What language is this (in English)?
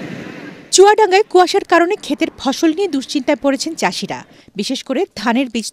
Bangla